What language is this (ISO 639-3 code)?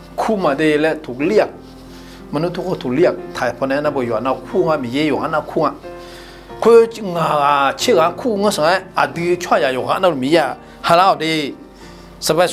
ahk